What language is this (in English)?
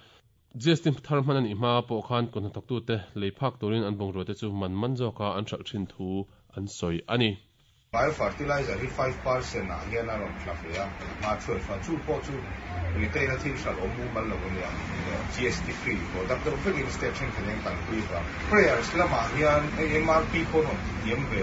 Mizo